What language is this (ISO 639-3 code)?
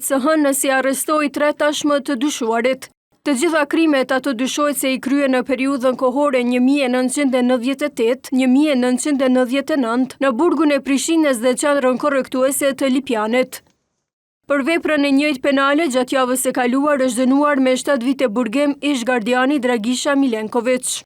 sqi